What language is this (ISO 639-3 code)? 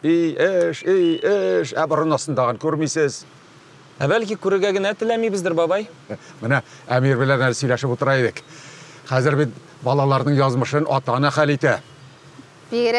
tat